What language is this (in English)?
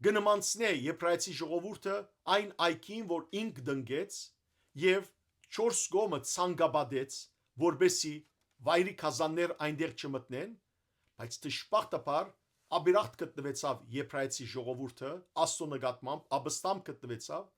Western Armenian